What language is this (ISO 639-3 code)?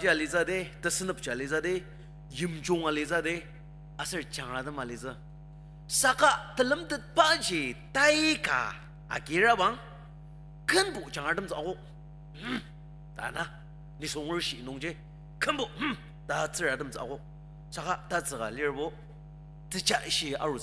njo